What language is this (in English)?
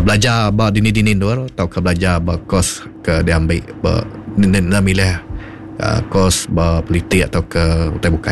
Iban